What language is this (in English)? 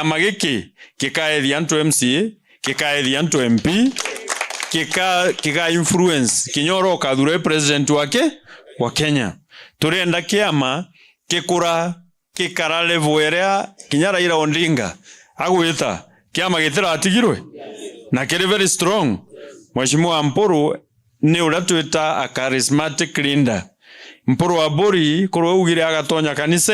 Meru